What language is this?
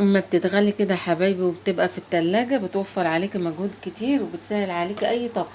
Egyptian Arabic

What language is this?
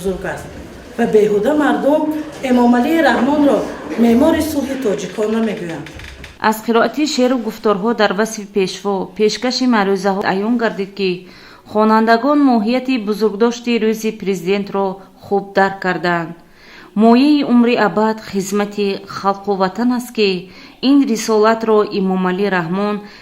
Tajik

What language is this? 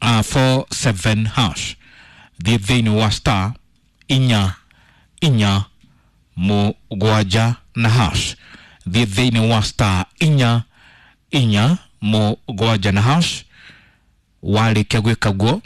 Kikuyu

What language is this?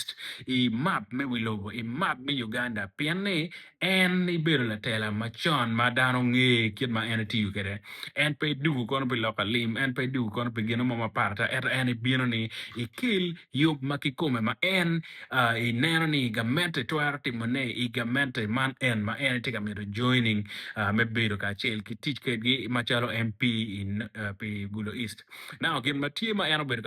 Acoli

